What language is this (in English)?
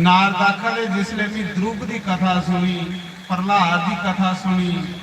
Dogri